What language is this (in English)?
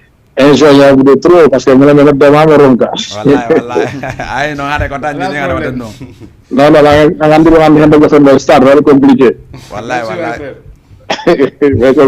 Fula